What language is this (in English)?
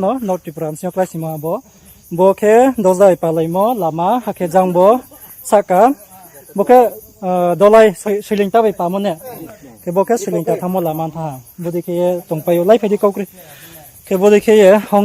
Riang (India)